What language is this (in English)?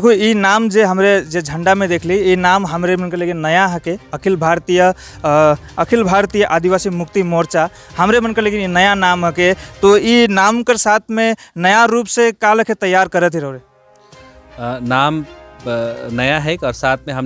Sadri